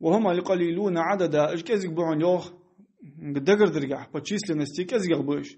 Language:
Ingush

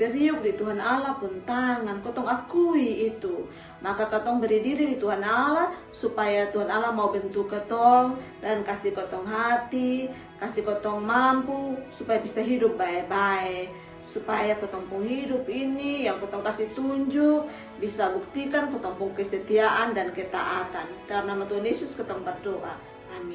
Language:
Kupang Malay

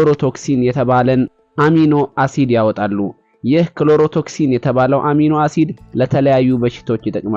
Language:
Amharic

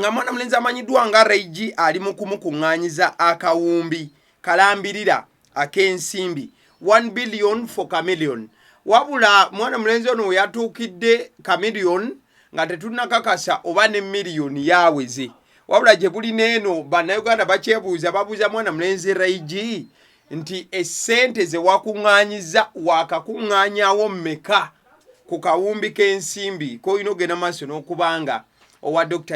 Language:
Ganda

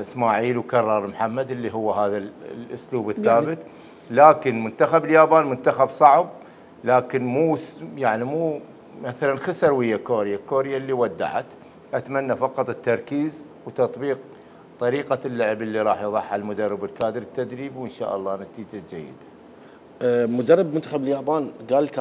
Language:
Mesopotamian Arabic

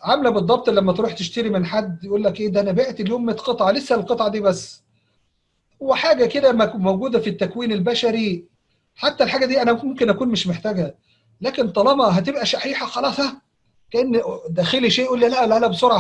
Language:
Egyptian Arabic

